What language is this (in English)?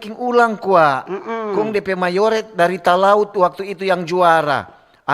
Manado Malay